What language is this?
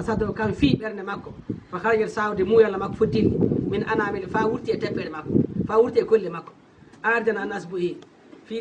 Fula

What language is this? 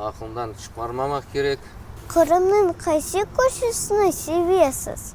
Crimean Tatar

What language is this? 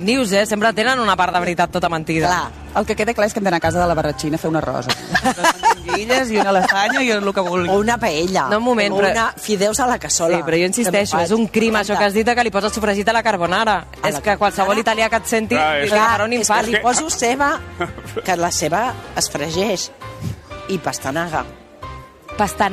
Catalan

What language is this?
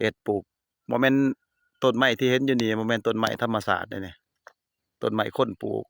Lao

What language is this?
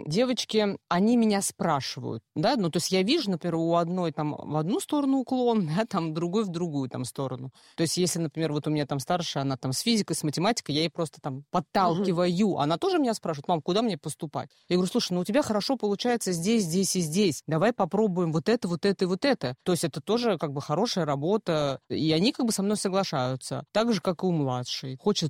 Russian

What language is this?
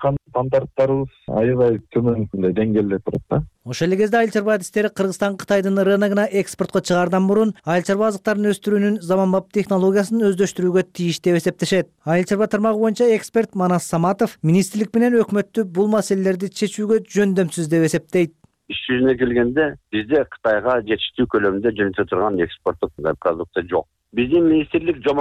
Kyrgyz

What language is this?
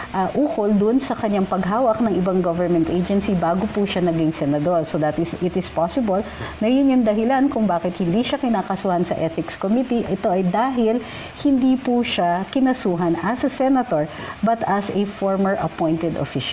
Filipino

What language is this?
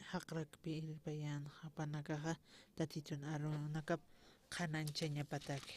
Aymara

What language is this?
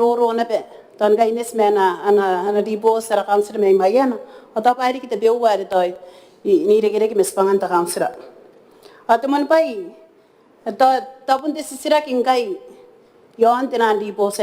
Gilbertese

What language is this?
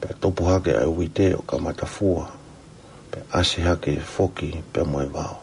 Tongan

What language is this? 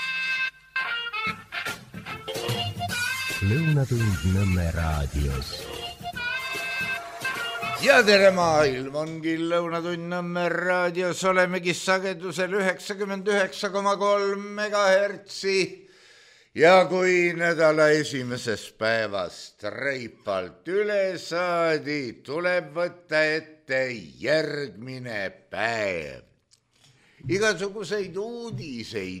Estonian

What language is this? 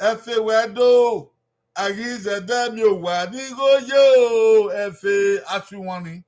Bini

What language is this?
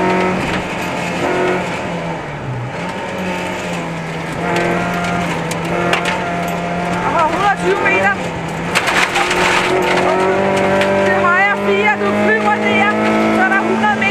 Danish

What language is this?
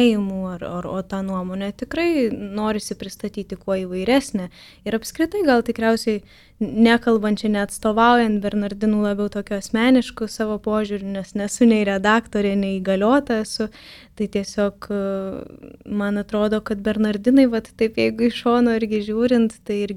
Lithuanian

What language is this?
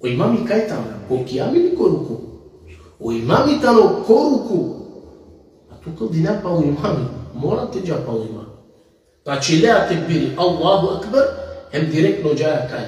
Balkan Romani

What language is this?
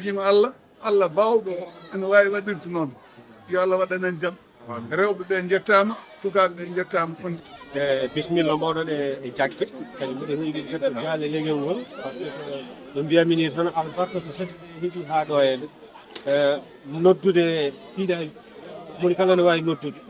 Fula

